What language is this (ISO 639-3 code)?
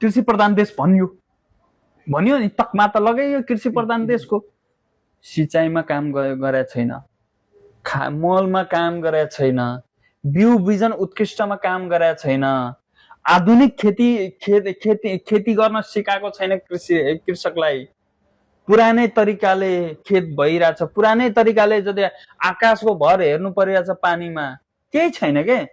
nep